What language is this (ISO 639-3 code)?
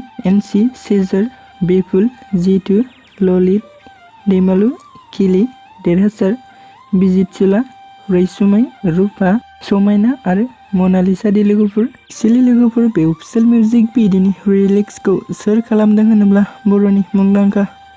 brx